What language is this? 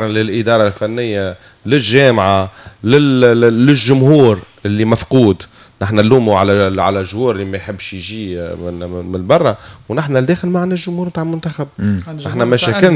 Tunisian Arabic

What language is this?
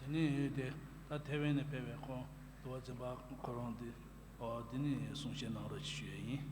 Tibetan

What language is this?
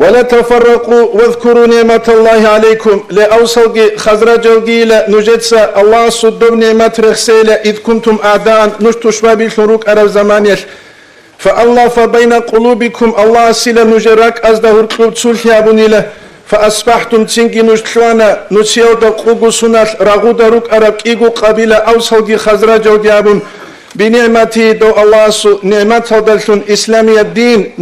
Avaric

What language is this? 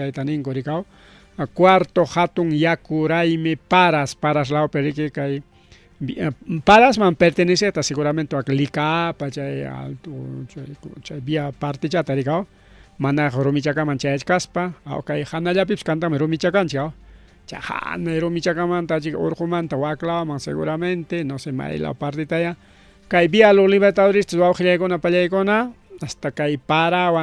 Ayacucho Quechua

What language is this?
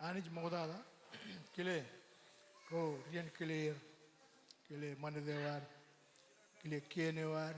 Marshallese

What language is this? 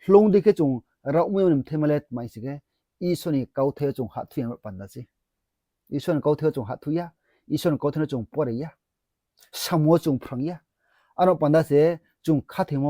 Riang (India)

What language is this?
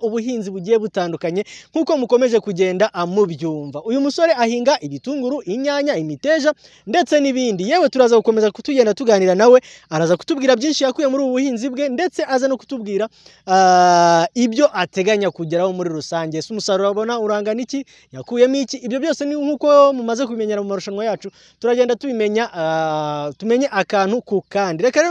Kinyarwanda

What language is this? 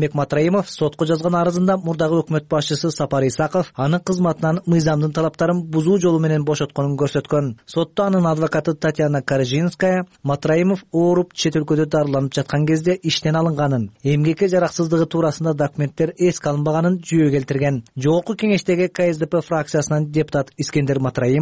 Kyrgyz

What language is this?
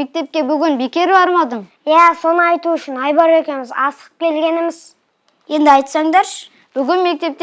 Kazakh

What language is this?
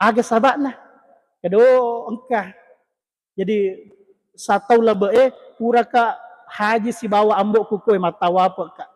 Buginese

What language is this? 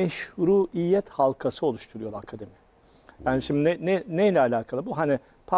Turkish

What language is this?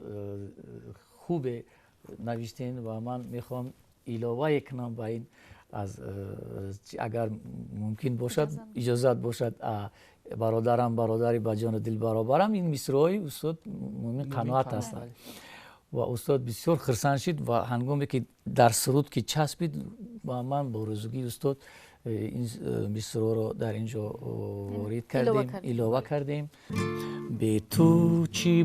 Tajik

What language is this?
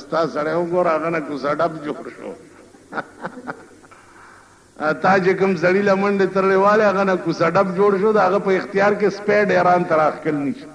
Pashto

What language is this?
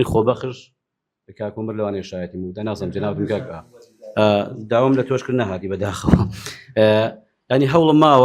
Central Kurdish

